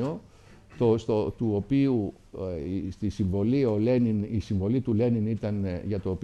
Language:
Greek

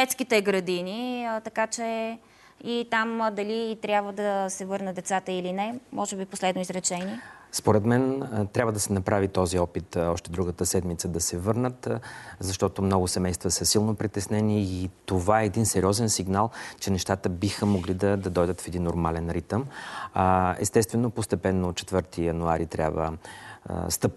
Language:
Bulgarian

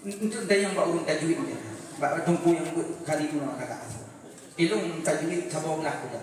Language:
Achinese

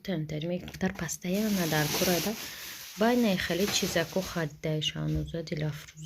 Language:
Tajik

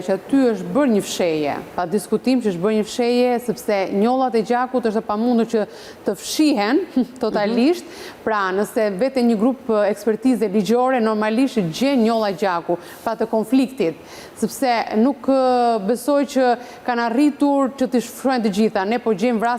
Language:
Albanian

